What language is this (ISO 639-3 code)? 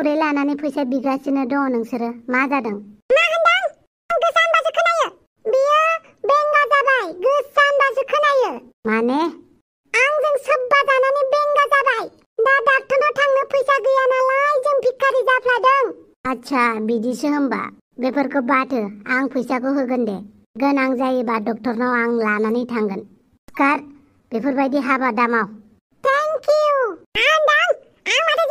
brx